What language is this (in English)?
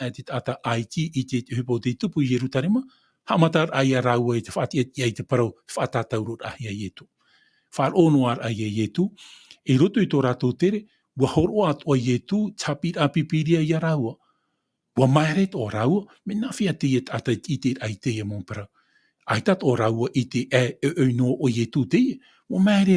Tahitian